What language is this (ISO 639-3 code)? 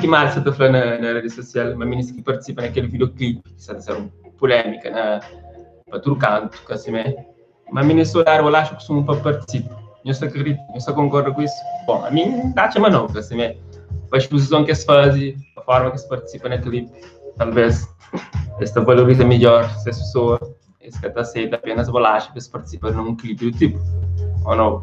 kea